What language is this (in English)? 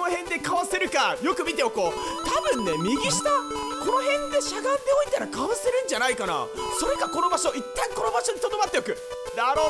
Japanese